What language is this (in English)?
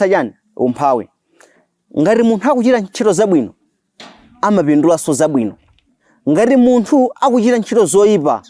Nyanja